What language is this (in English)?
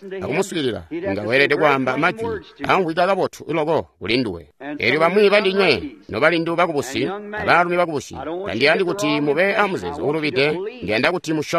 Tonga (Zambia)